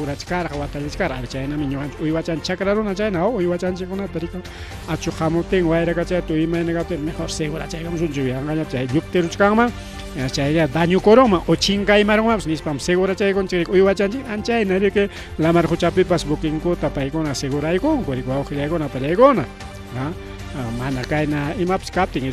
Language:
Ayacucho Quechua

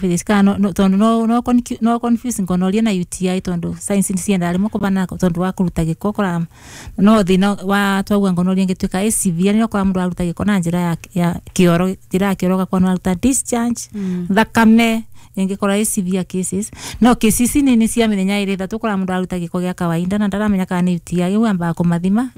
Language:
Kikuyu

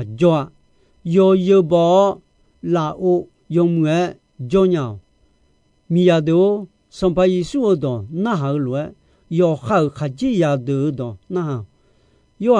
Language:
Akha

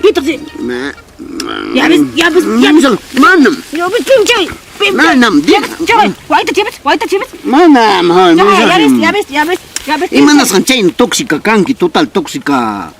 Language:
Ayacucho Quechua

